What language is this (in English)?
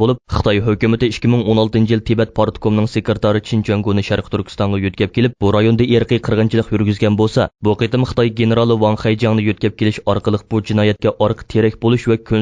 Uyghur